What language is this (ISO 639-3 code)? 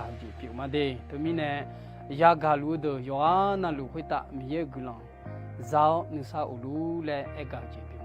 ahk